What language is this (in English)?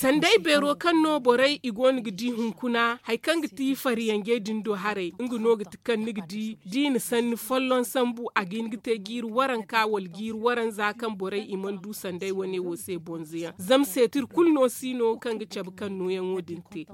Zarma